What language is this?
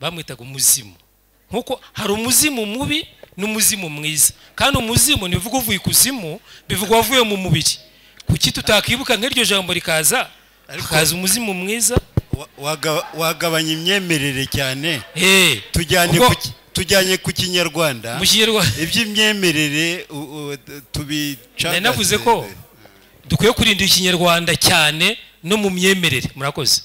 Kinyarwanda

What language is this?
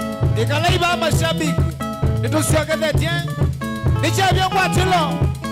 Kamba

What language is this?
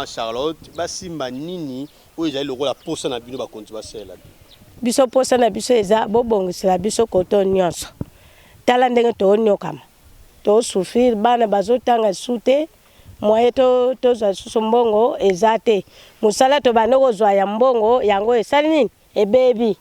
Lingala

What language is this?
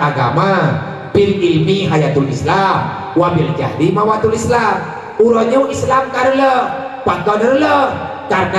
Achinese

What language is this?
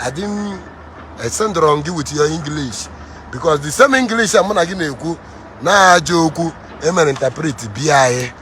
Igbo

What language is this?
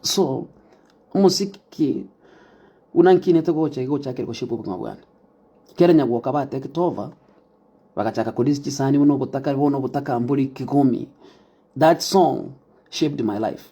Gusii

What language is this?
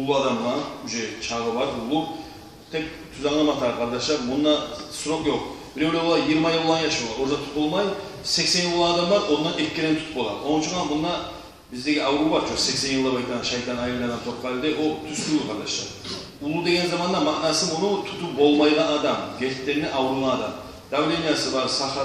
Kumyk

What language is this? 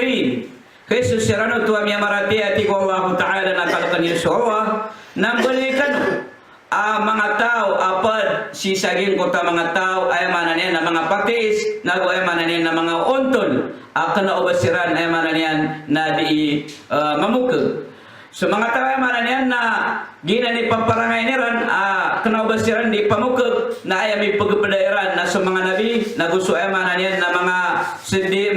Maranao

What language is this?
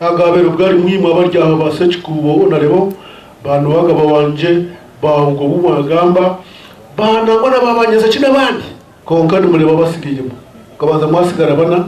Nyankole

